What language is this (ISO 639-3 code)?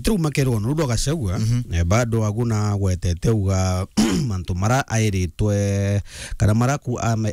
mer